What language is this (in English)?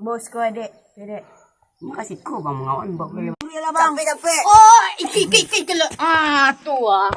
Minangkabau